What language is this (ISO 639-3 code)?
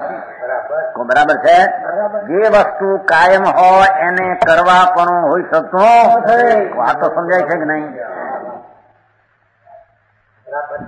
guj